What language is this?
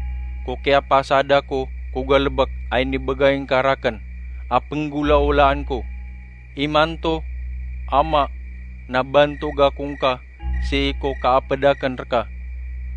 Maranao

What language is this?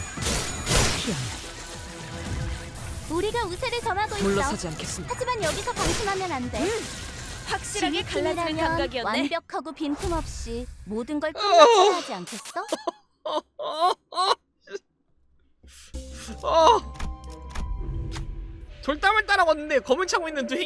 Korean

